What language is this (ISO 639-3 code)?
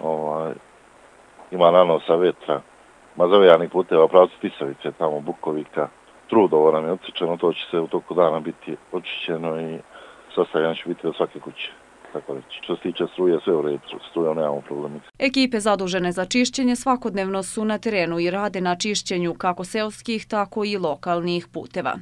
srp